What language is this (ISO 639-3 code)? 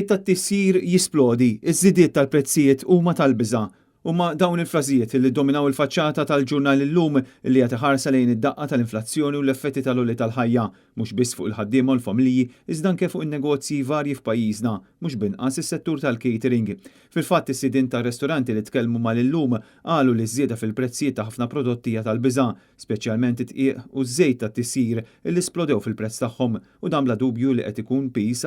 mlt